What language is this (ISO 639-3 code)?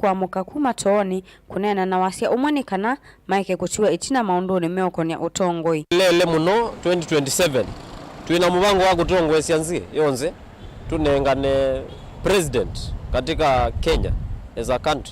kam